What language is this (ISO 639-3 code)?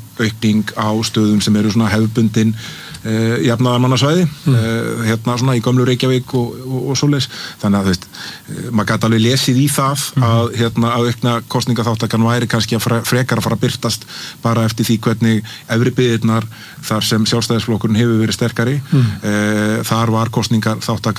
isl